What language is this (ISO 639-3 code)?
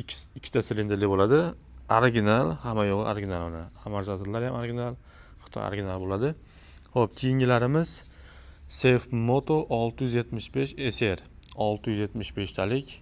uzb